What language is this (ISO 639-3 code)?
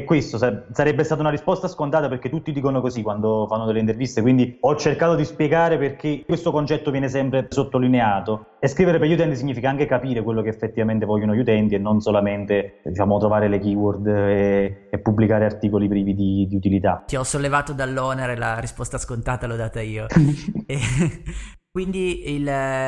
ita